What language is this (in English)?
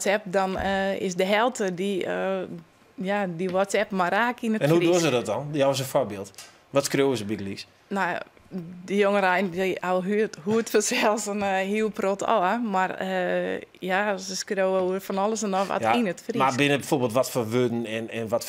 Western Frisian